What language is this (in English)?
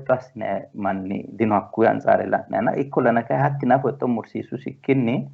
Sidamo